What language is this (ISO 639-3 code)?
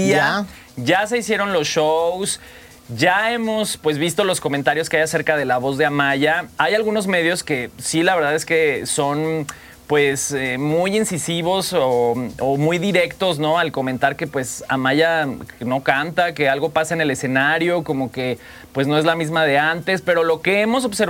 spa